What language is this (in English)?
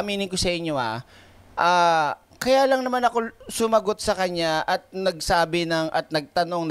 Filipino